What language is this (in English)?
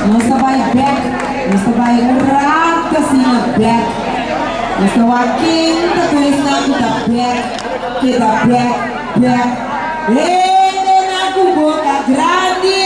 Papiamento